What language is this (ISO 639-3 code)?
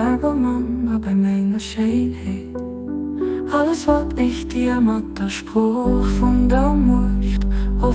ltz